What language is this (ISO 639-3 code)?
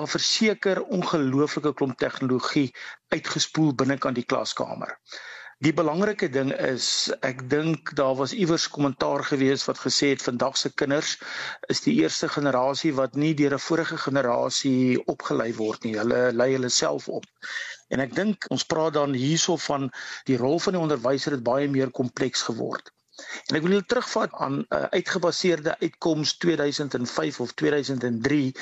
afr